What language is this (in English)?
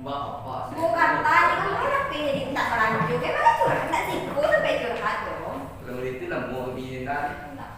Minangkabau